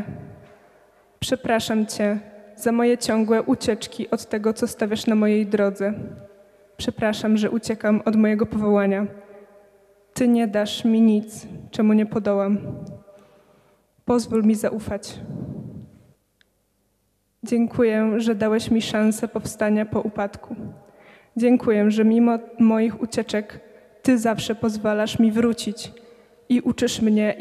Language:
Polish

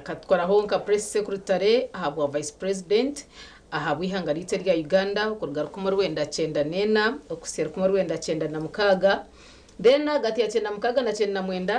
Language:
Nyankole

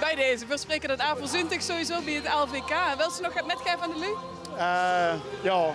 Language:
Limburgish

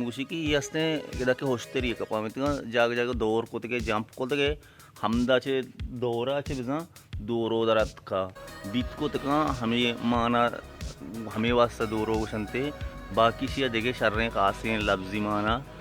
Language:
Baluchi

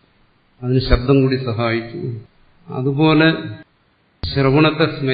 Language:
Malayalam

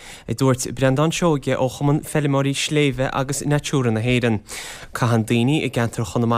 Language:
Irish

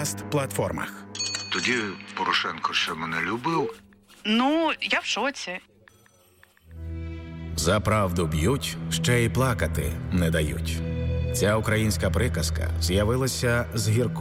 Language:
Ukrainian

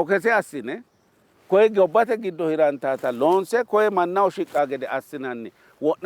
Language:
Sidamo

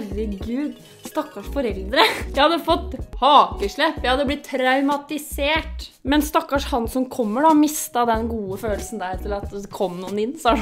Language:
Norwegian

